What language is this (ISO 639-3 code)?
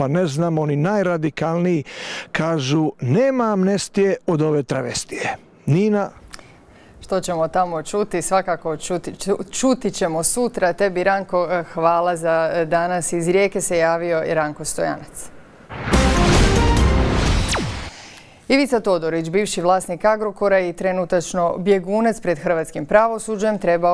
hrv